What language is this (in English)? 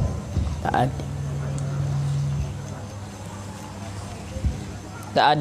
Pattani Malay